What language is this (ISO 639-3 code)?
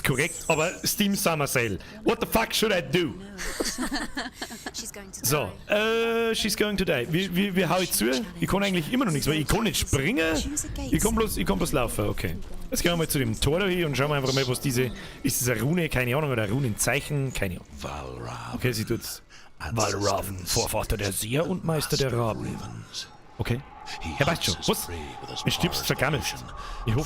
bar